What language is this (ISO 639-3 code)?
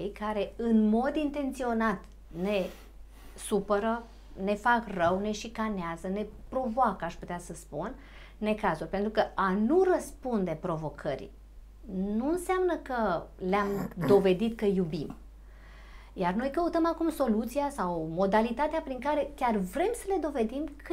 ron